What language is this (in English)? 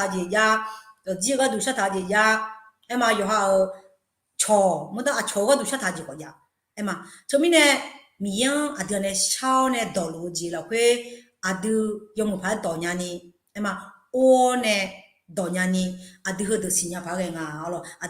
Akha